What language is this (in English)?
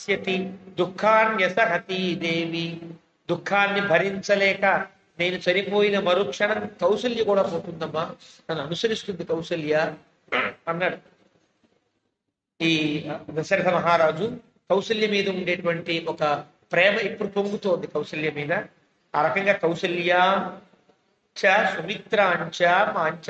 Telugu